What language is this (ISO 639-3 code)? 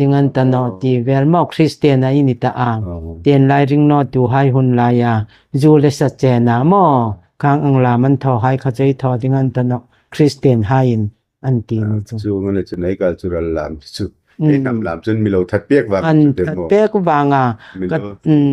hmr